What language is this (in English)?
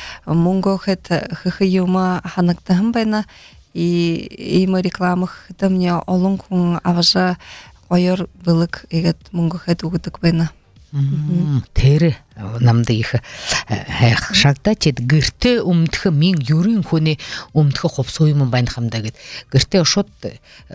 Buriat